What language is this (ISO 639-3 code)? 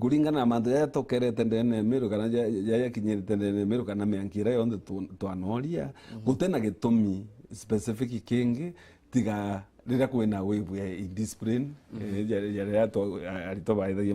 mer